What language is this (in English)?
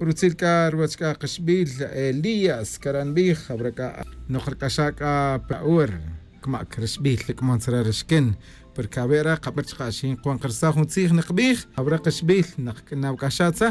Tz'utujil